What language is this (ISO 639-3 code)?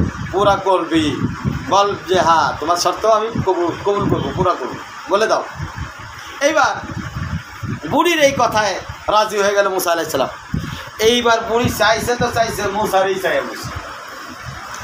ben